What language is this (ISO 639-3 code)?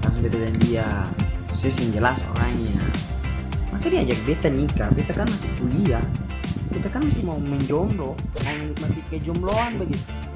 abs